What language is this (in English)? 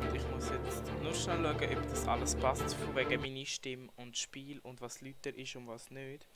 Swiss German